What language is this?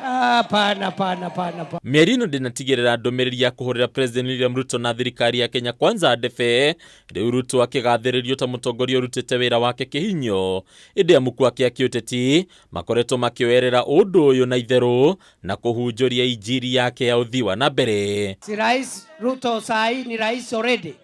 Kikuyu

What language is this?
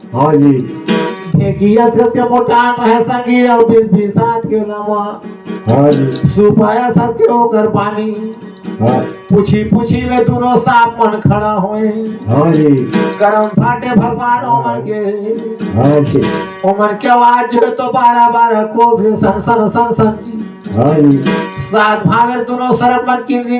Chhattisgarhi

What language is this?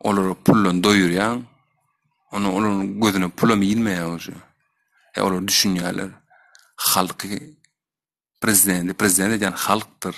Turkmen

